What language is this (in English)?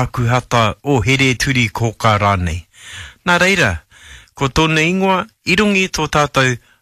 Māori